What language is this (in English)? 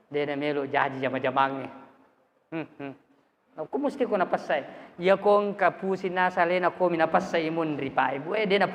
Buginese